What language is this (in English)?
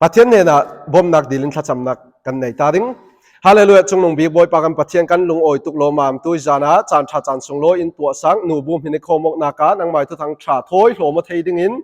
Falam Chin